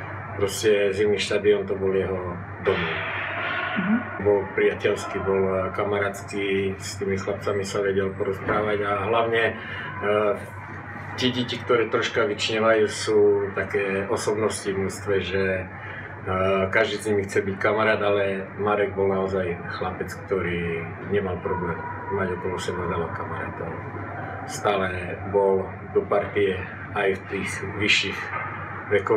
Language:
Slovak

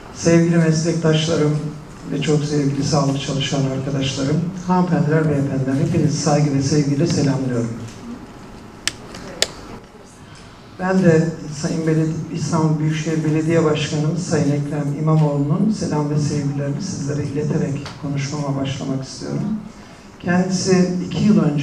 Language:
Turkish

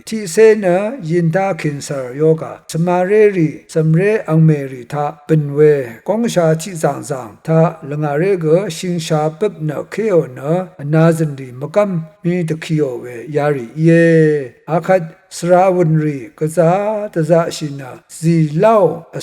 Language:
Rawang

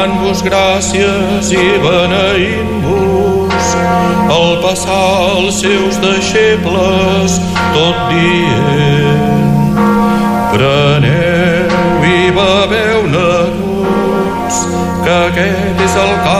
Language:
Catalan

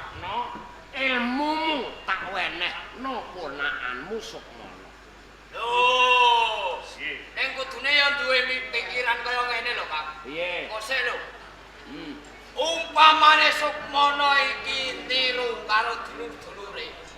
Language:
Javanese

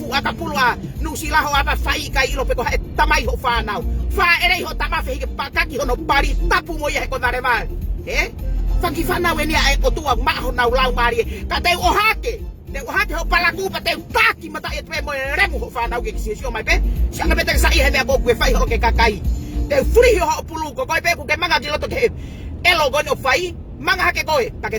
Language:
Tongan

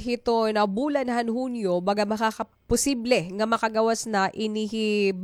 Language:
Waray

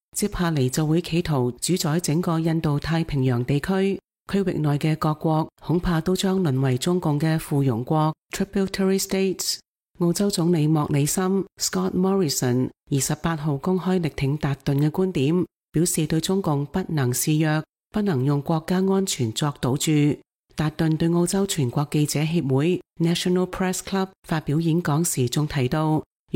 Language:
Cantonese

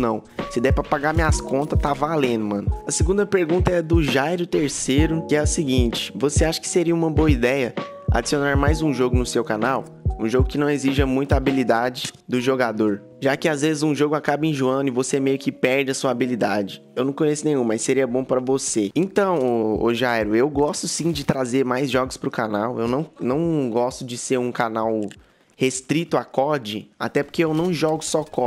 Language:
Portuguese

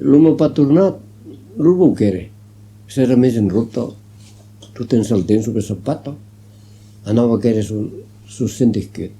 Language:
Occitan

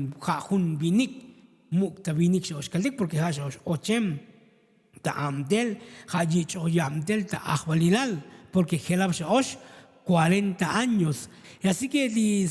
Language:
Tzotzil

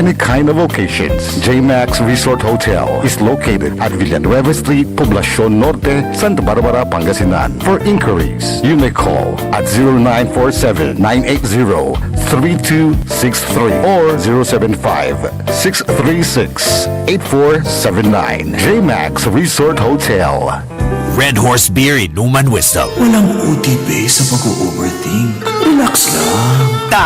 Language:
Pangasinan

